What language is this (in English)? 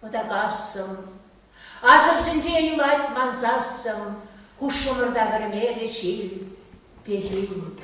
Chuvash